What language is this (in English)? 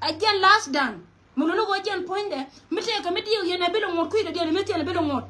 Nuer